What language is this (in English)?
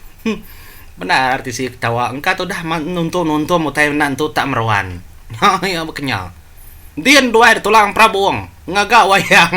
Iban